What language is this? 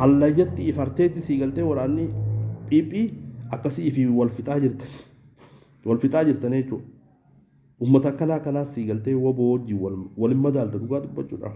Oromo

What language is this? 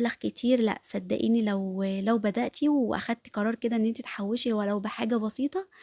Egyptian Arabic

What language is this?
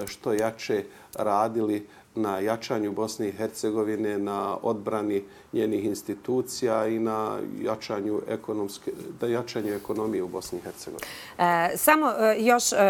Bosnian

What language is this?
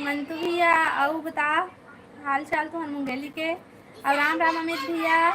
Chhattisgarhi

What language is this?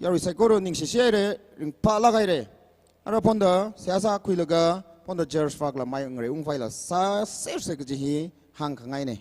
Tangkhul Naga (India)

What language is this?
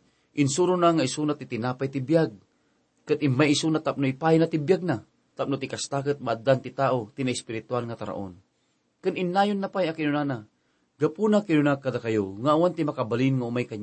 Iloko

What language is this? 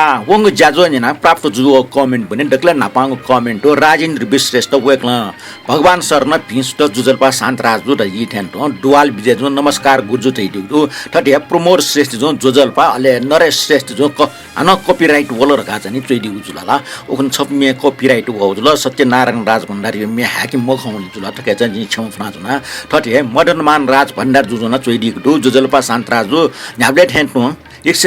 Newari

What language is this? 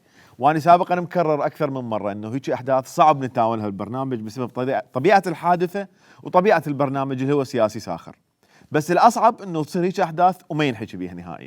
Mesopotamian Arabic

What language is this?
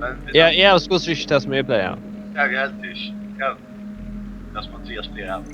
Faroese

